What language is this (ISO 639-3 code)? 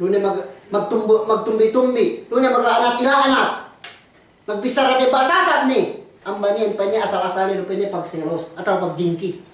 yka